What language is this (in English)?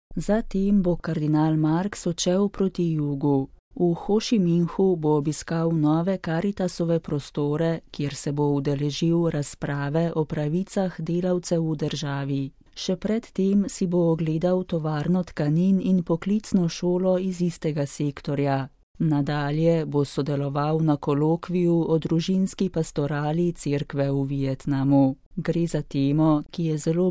Slovenian